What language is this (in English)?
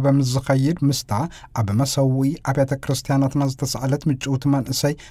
Tigrinya